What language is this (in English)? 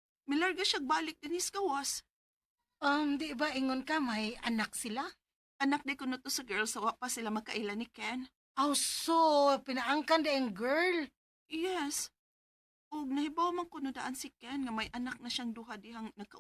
Cebuano